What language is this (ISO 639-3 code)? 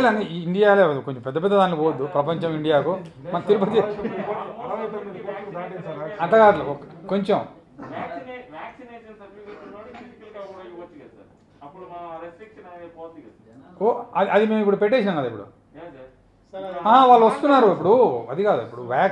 tel